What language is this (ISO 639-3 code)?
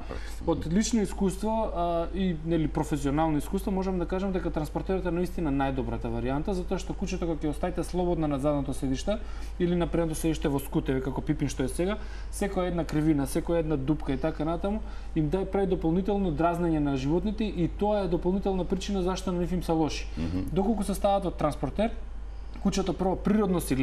mkd